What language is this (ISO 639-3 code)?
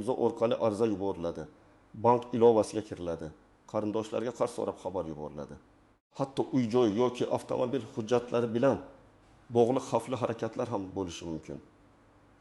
uzb